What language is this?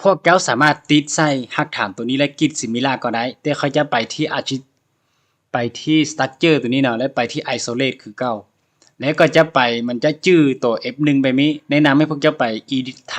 Lao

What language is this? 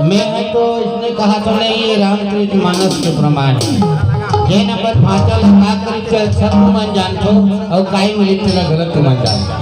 Chhattisgarhi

